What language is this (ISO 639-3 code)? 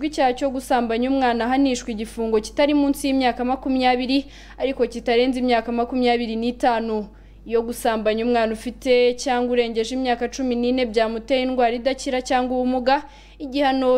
kin